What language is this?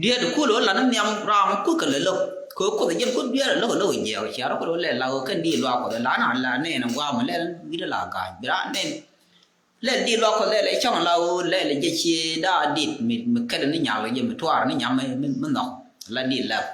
Nuer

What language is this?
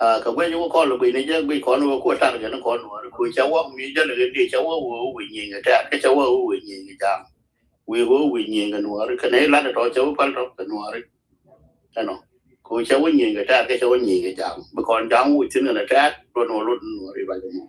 Nuer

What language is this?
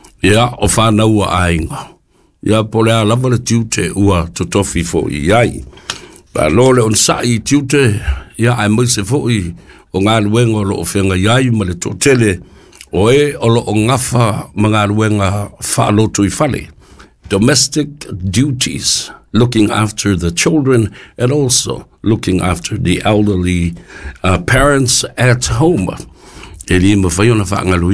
Samoan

